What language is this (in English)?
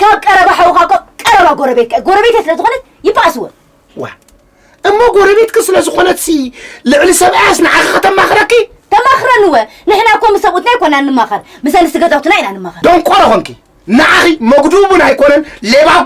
Tigrinya